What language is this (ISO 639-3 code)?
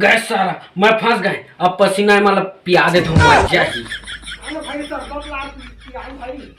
hne